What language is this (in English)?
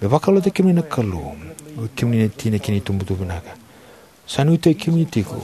Fijian